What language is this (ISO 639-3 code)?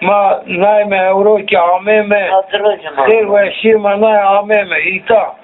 zza